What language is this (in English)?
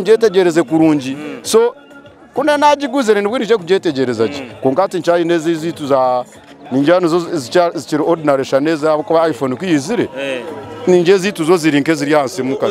Nyoro